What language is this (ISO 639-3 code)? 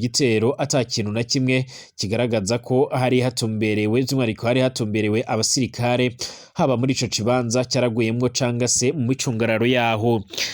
run